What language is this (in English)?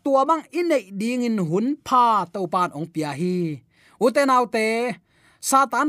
Tedim Chin